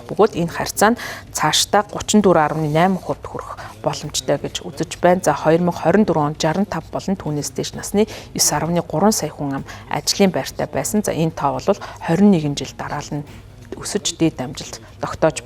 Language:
Mongolian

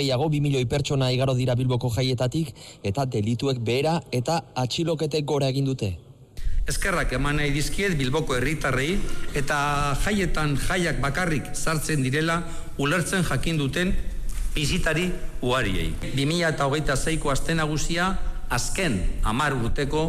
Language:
Basque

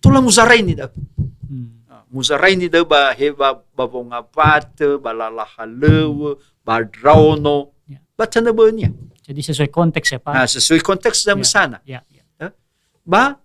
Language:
Nias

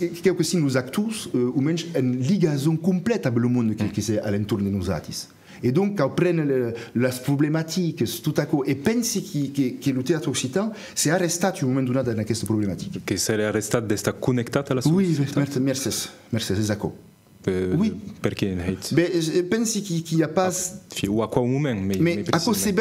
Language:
Occitan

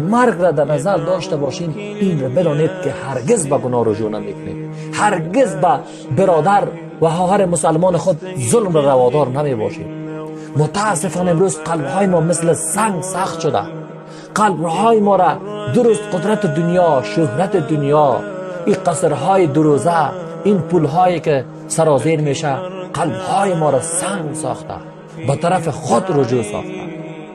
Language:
Persian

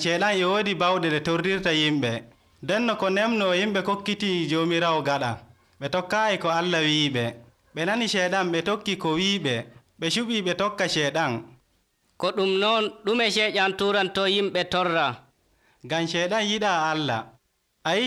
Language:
Nigerian Fulfulde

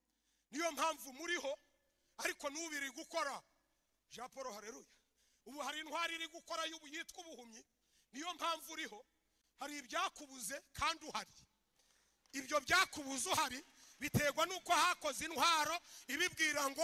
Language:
Kinyarwanda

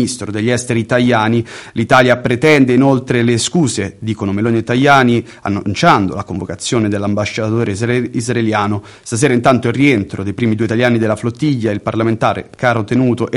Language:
Italian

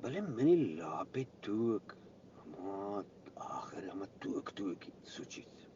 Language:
Eastern Balochi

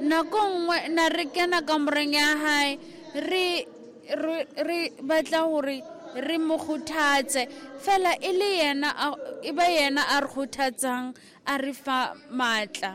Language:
Southern Sotho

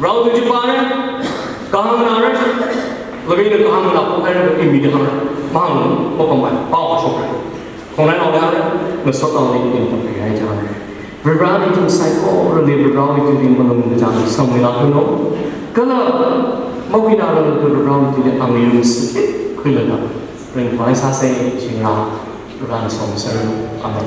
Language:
Tangkhul Naga (India)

